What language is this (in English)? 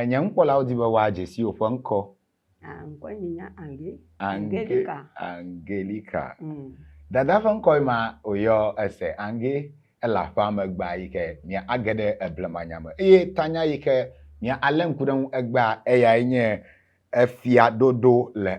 Ewe